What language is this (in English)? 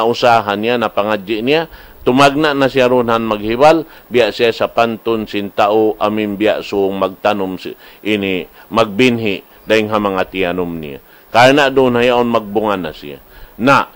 Tausug